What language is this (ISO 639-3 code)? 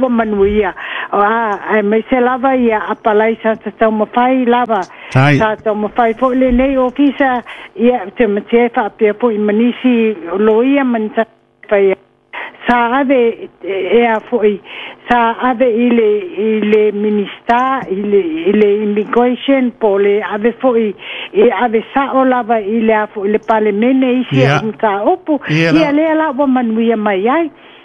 smo